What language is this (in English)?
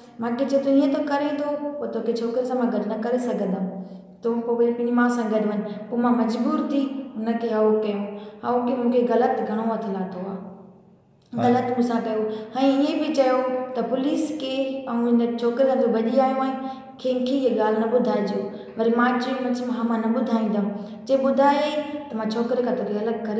Sindhi